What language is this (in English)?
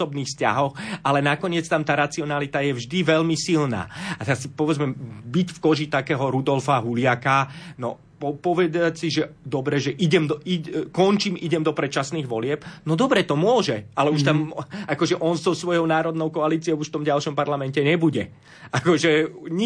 Slovak